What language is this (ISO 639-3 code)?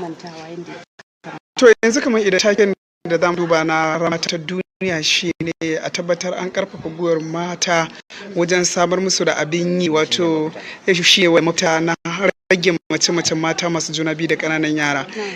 hau